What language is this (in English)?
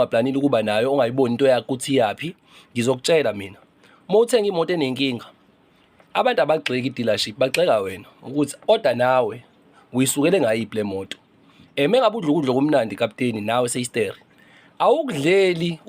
Zulu